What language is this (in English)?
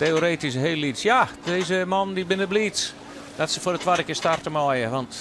Western Frisian